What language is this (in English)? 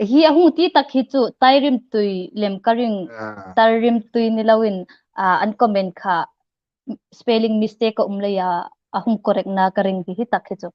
Hmar